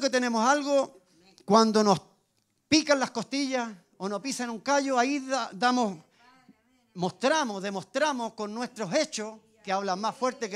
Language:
Spanish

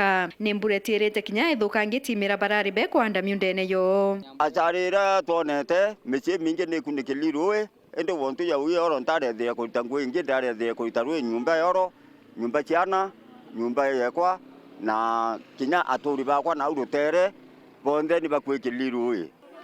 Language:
Meru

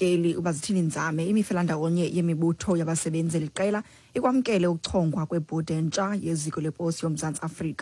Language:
Xhosa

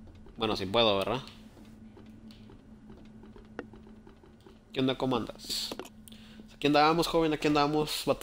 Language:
Spanish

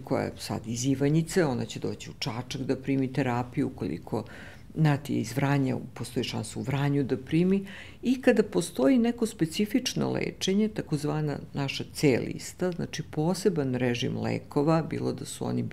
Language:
Serbian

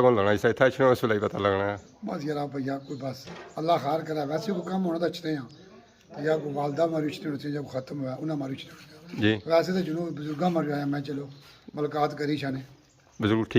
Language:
Pahari-Potwari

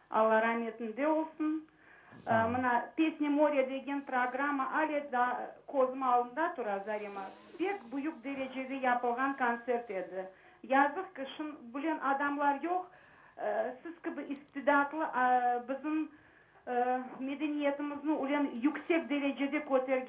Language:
Crimean Tatar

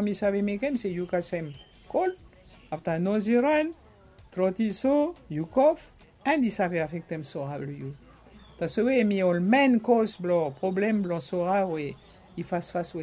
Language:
Bislama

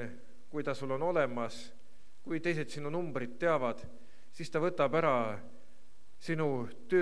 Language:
Estonian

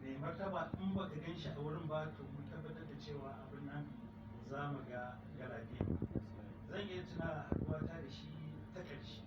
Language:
Hausa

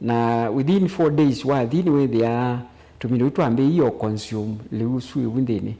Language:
Kamba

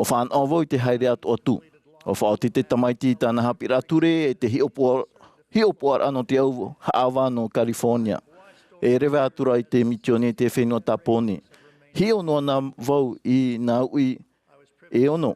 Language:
Tahitian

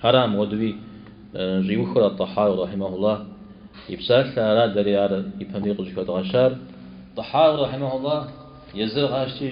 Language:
Kabardian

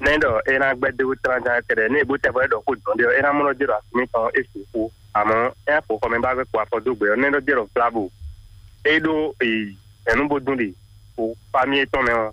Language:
Fon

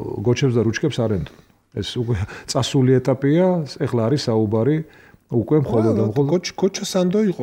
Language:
Georgian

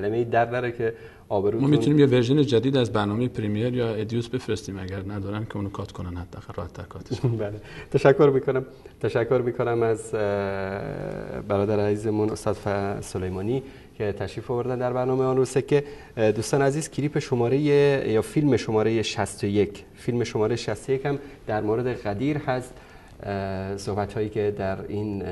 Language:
Persian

